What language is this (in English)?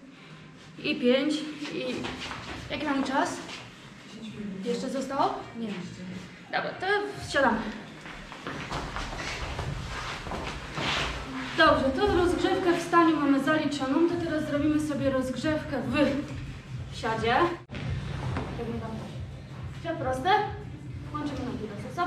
Polish